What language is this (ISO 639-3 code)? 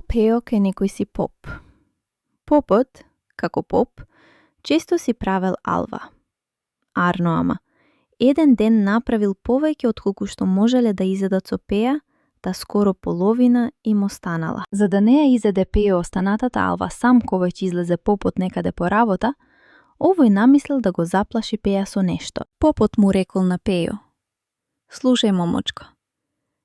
mkd